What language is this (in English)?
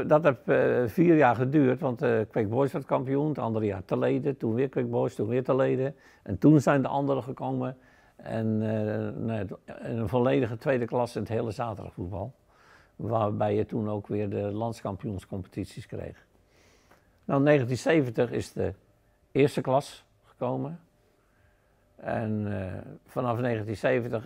Dutch